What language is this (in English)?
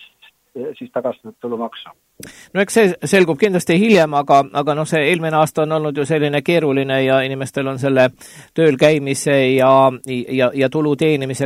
Estonian